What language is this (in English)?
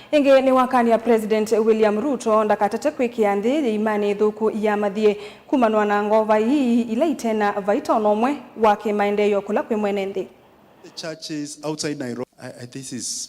Kamba